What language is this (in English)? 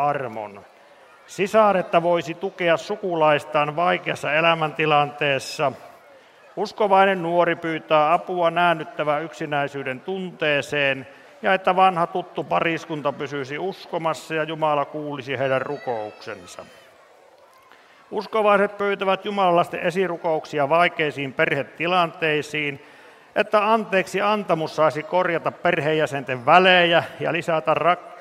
Finnish